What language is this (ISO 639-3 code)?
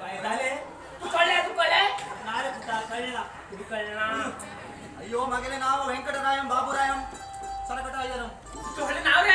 kok